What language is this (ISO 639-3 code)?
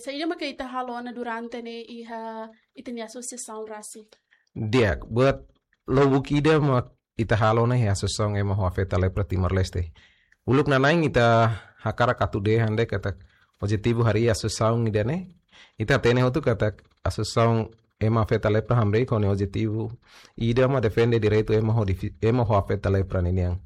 tet